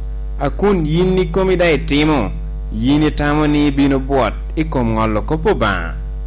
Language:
Lango (Uganda)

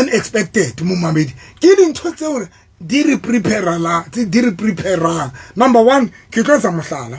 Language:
Southern Sotho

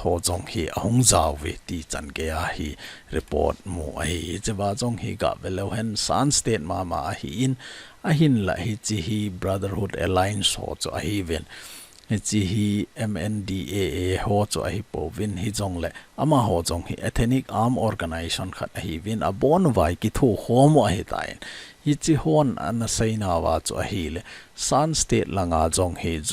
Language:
Thado Chin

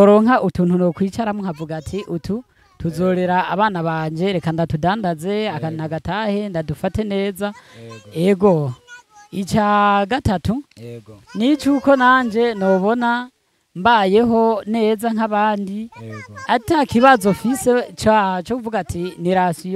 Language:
Rundi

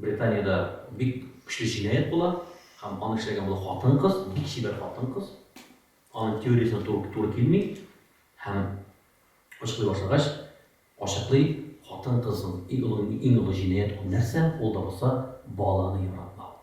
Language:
Tatar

